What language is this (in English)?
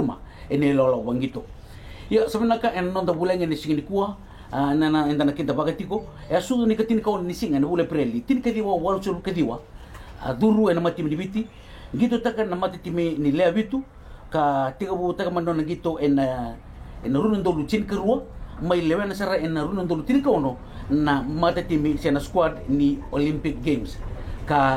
Fijian